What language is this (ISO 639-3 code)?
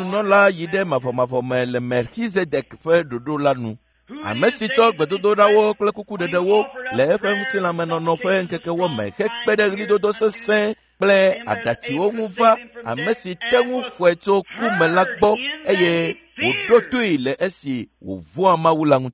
ewe